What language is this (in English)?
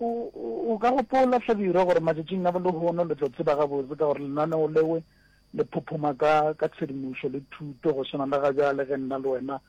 Northern Sotho